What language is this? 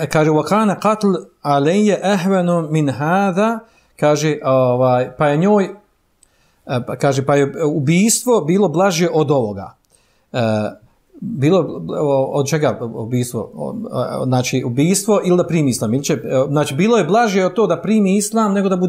Bosnian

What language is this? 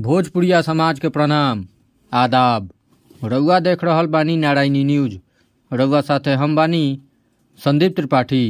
Bhojpuri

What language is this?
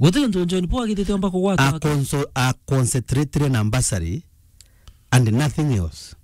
Meru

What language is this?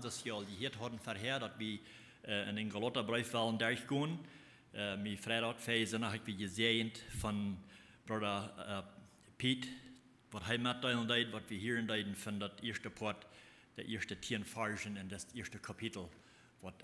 Plautdietsch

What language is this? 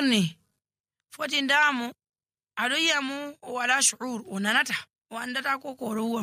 Nigerian Fulfulde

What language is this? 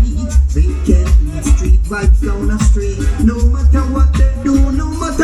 Jamaican Creole English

